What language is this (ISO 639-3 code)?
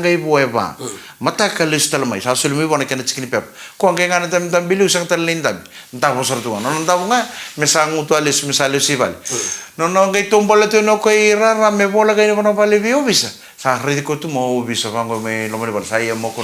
fij